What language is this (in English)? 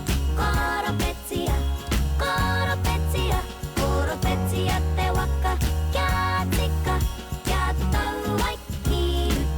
Māori